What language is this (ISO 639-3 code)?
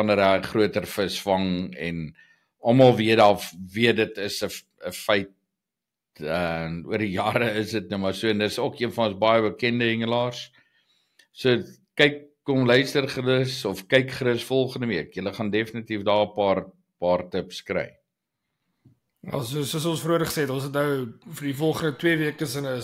afr